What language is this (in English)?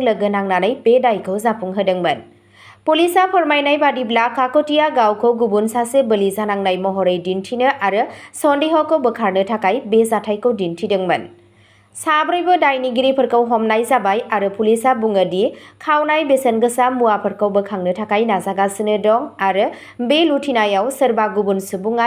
Bodo